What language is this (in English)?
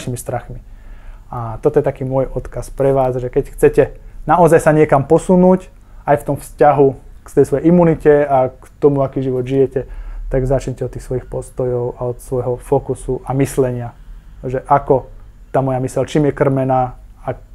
Slovak